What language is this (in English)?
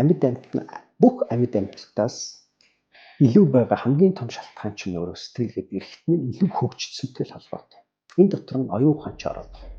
Mongolian